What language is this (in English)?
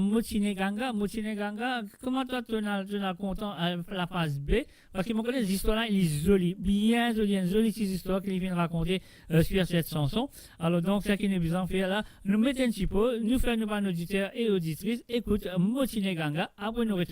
Morisyen